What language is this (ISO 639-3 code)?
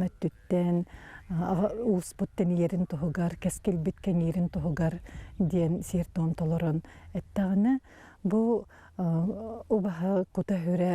sah